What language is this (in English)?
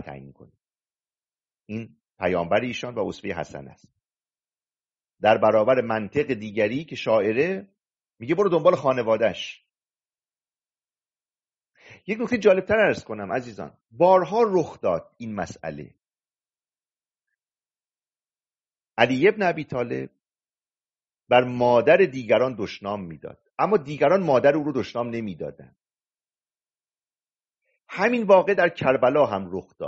Persian